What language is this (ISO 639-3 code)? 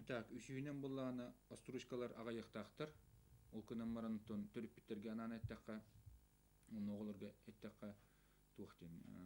sah